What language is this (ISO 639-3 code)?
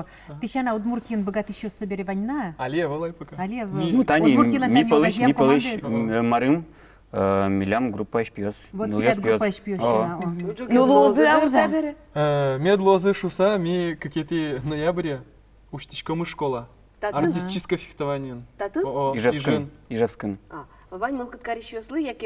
udm